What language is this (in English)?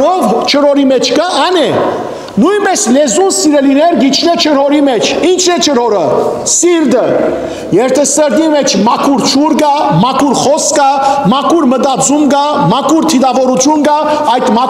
Western Armenian